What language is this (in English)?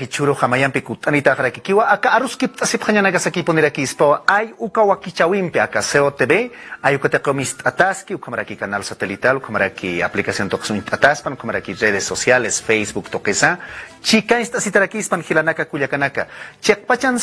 Aymara